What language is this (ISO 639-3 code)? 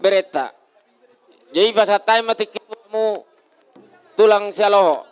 bbc